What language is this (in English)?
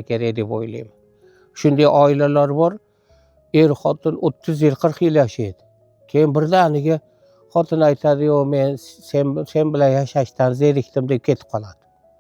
Uzbek